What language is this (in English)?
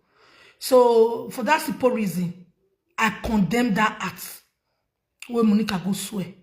Nigerian Pidgin